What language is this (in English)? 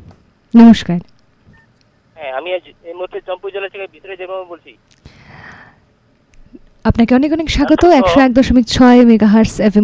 Bangla